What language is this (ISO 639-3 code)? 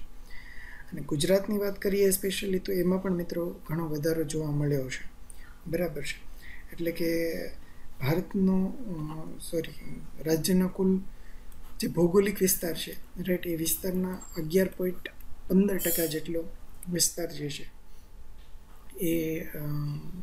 guj